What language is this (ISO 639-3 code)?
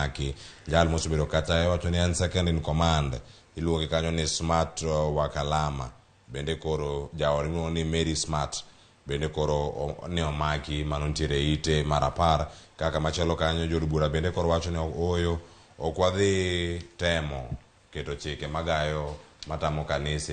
luo